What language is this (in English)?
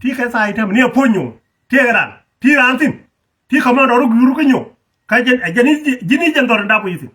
Nuer